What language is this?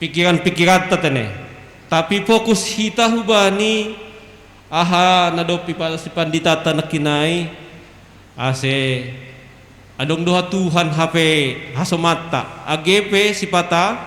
Batak Simalungun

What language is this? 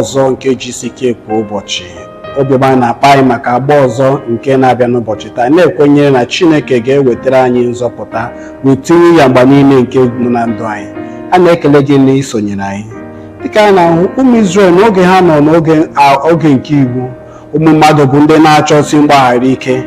Igbo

